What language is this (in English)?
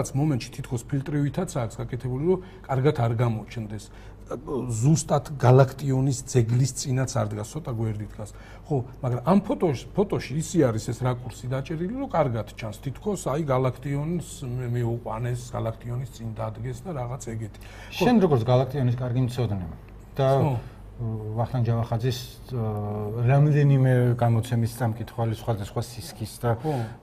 Georgian